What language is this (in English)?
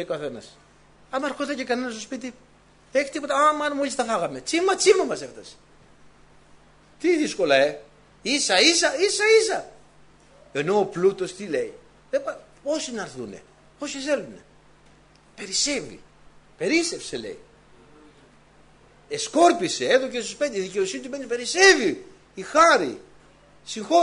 Greek